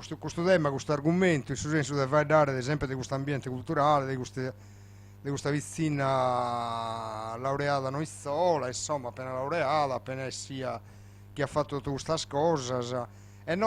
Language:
Sardinian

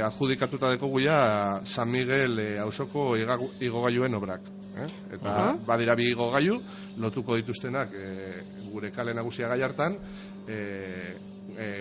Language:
Basque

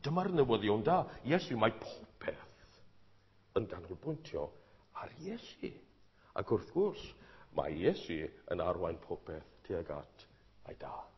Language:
Welsh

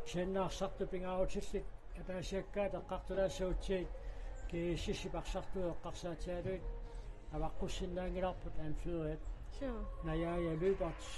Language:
Kalaallisut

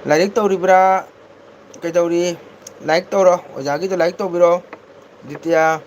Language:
Manipuri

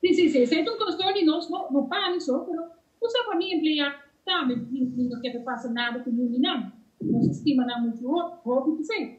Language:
Papiamento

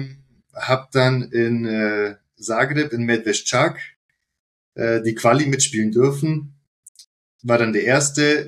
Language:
German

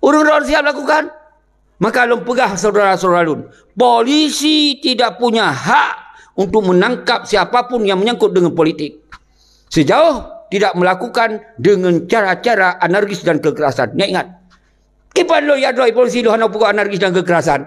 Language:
Achinese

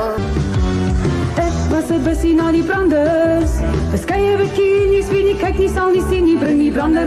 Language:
Afrikaans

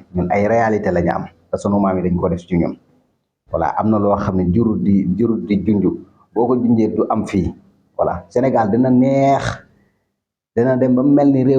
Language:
Wolof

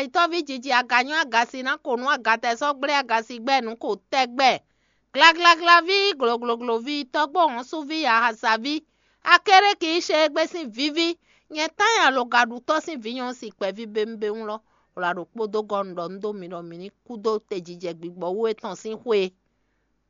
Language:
Fon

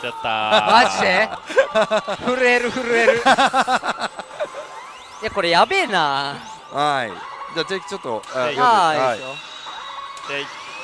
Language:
Japanese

